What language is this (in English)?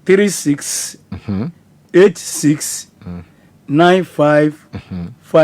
Yoruba